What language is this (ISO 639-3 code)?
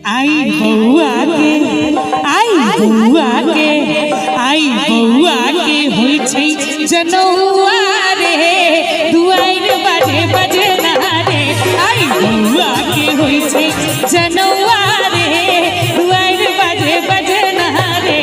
mai